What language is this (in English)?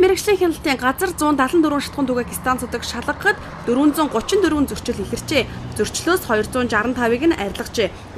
Mongolian